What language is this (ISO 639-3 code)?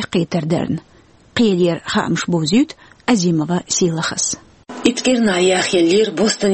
che